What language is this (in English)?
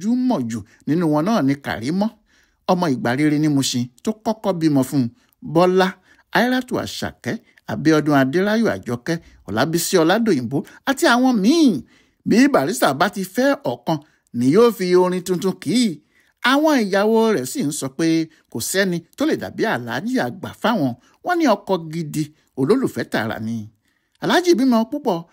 Yoruba